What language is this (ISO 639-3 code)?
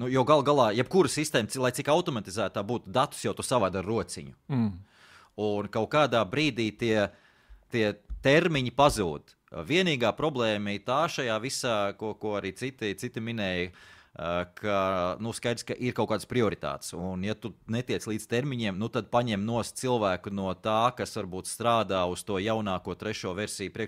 lav